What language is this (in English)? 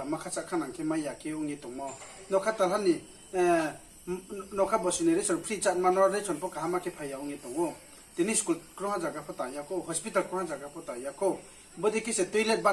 Riang (India)